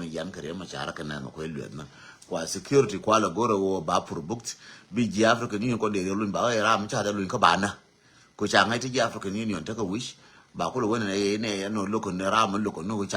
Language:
Nuer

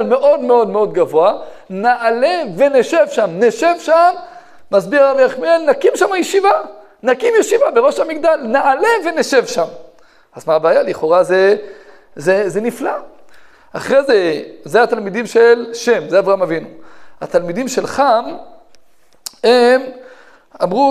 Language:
Hebrew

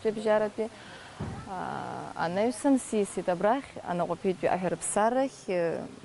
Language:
Abkhazian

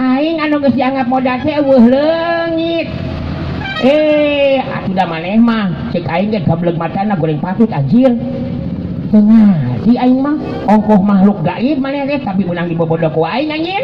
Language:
Sundanese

